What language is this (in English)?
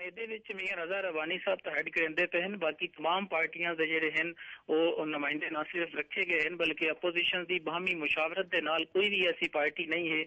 Saraiki